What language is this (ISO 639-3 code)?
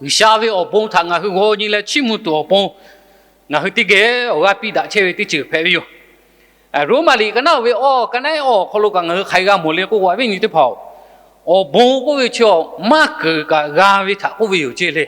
lhu